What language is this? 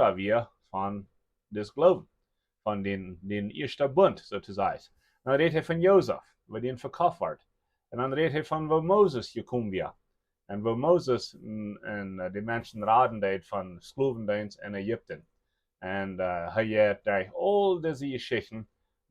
Plautdietsch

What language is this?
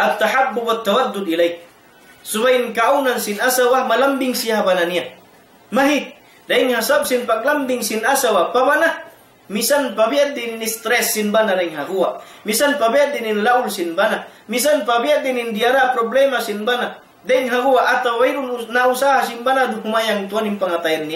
Tausug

